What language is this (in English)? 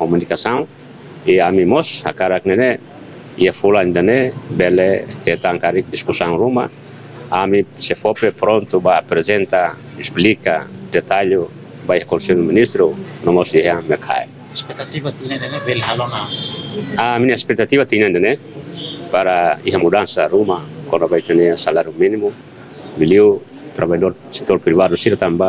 Tetum